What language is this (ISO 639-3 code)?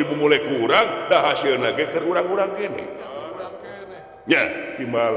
sun